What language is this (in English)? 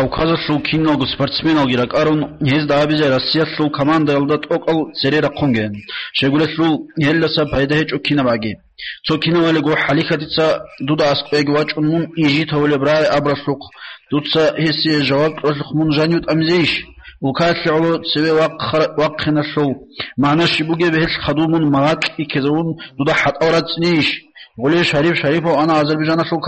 Avaric